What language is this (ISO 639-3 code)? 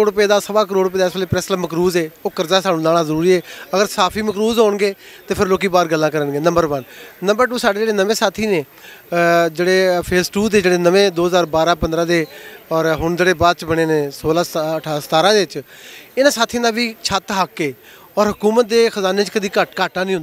lah